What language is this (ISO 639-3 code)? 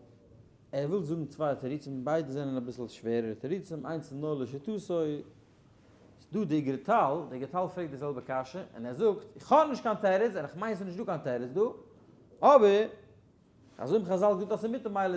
yid